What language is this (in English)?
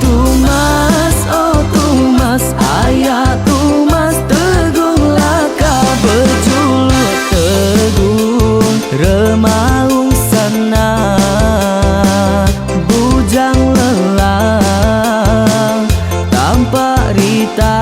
Iban